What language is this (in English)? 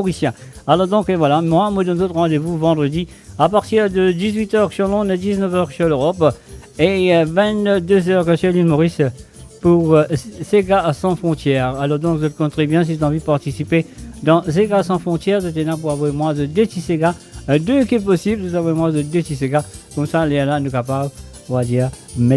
Morisyen